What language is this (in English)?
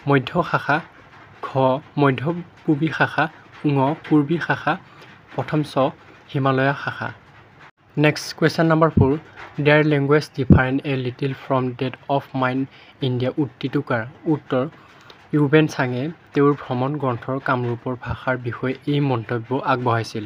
Assamese